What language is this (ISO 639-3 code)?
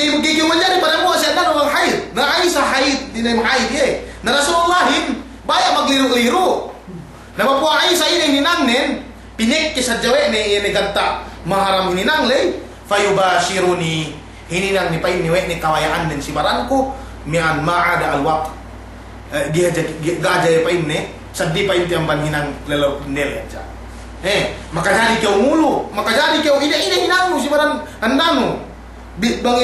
yka